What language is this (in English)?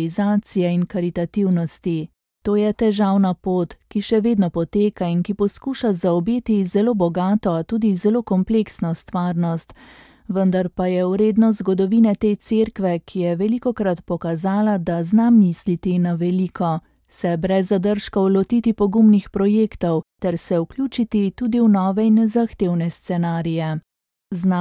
Slovenian